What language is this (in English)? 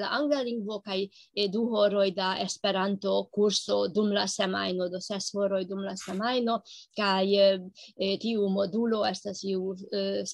Esperanto